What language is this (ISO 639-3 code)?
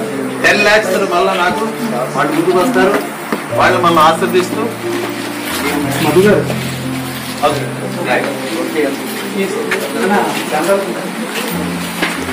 tel